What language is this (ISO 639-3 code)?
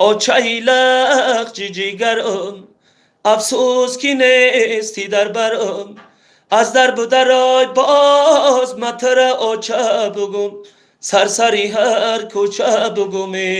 tgk